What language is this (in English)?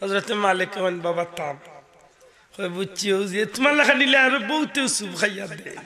Sylheti